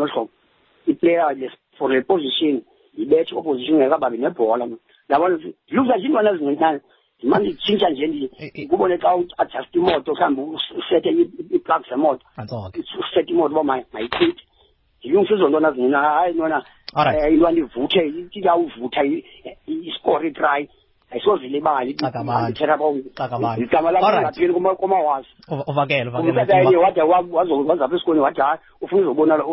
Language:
Xhosa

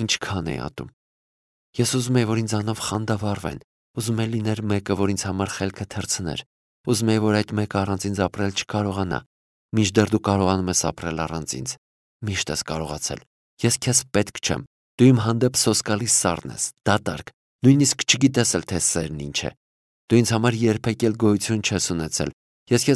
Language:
Armenian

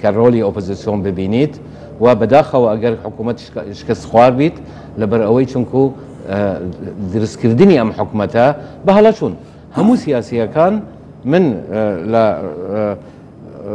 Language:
Central Kurdish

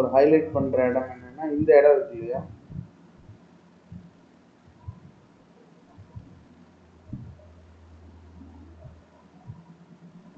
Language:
Tamil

